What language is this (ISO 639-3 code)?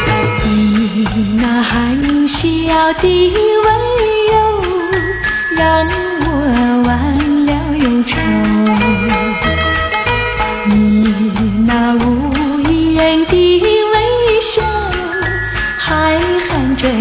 zho